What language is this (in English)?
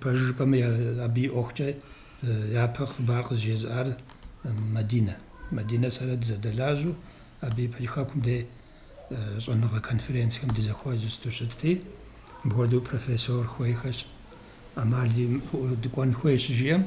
Kabardian